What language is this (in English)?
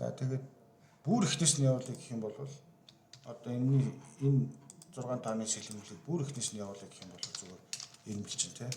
Mongolian